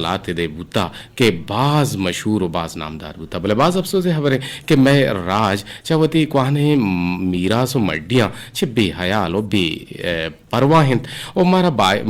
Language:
Eastern Balochi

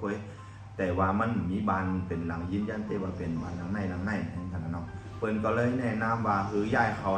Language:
Shan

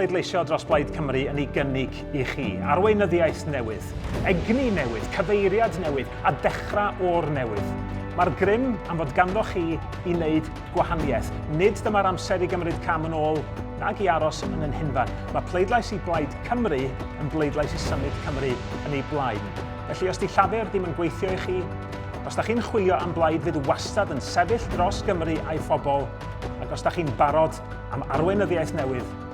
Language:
Welsh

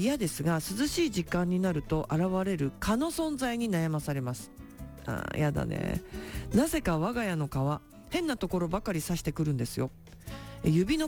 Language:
Japanese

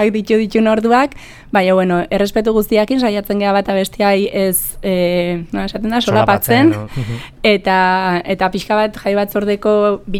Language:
Basque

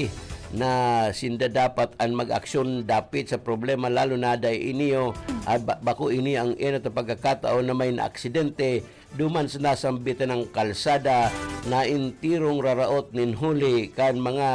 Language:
Bikol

